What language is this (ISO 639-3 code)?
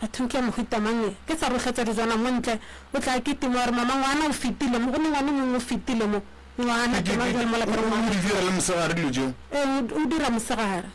nso